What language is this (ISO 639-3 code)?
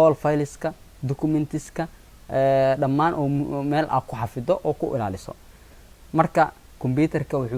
som